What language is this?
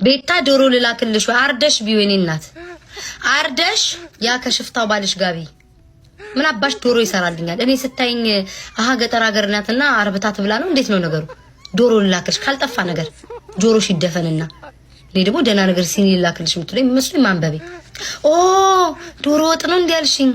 Amharic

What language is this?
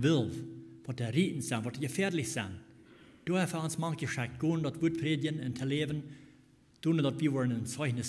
Plautdietsch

